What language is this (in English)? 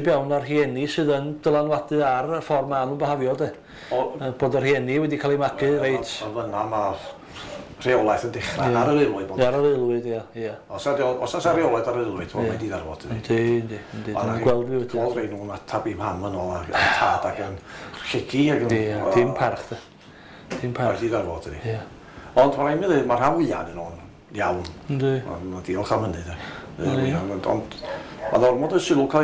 Welsh